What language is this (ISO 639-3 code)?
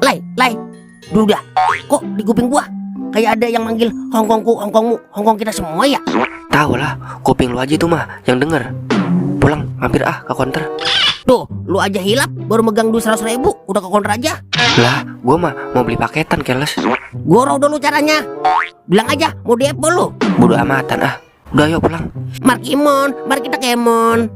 bew